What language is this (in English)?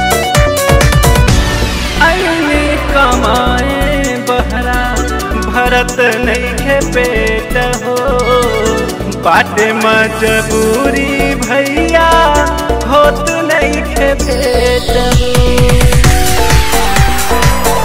Bhojpuri